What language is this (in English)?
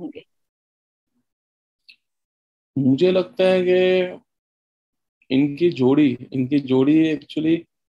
Hindi